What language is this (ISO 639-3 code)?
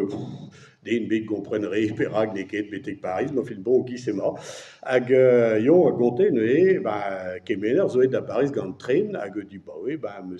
bre